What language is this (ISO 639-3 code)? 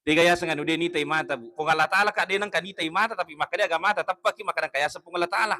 bug